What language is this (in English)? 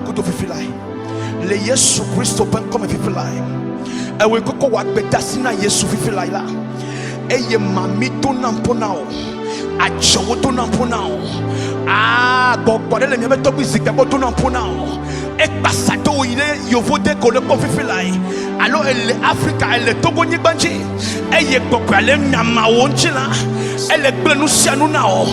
Ewe